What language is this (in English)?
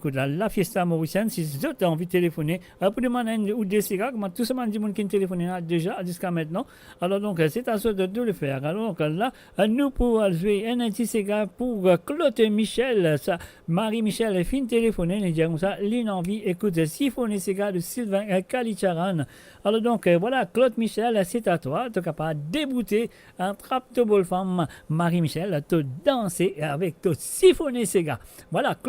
Morisyen